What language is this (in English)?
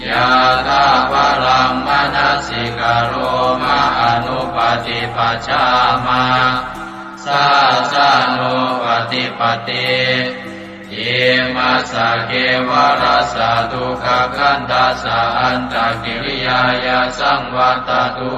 Pali